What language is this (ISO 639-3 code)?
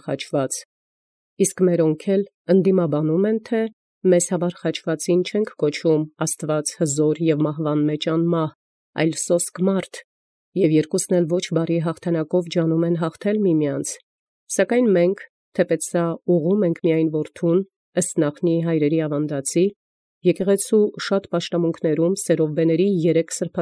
hye